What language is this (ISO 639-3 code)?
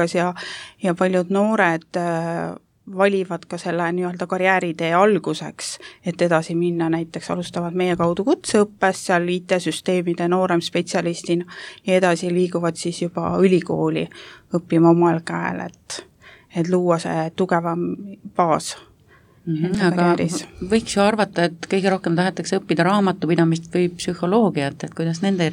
est